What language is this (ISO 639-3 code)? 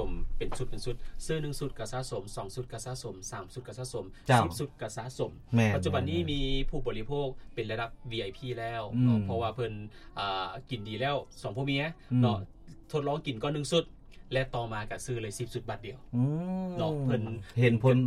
lao